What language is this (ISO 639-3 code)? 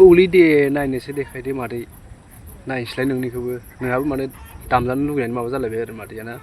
brx